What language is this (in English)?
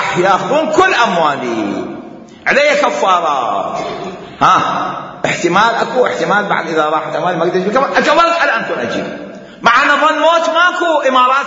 Mesopotamian Arabic